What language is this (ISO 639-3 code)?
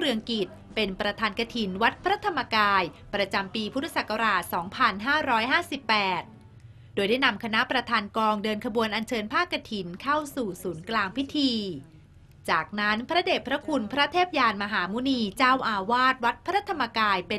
tha